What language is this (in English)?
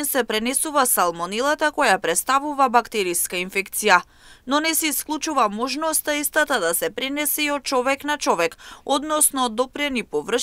Macedonian